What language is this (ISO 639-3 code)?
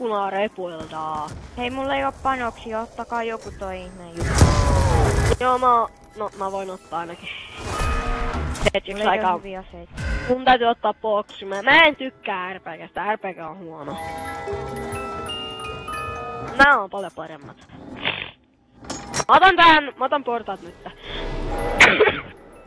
fin